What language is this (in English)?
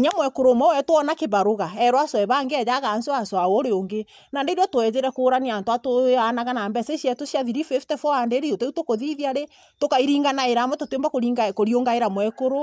Meru